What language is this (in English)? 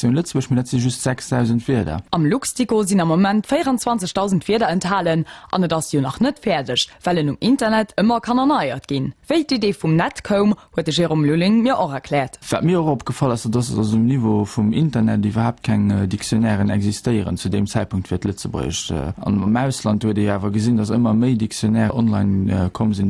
Luxembourgish